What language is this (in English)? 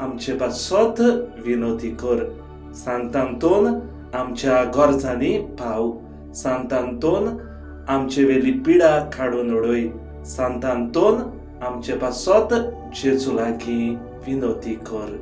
Konkani